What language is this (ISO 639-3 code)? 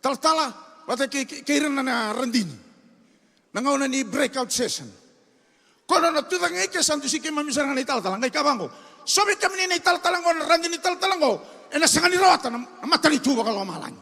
fij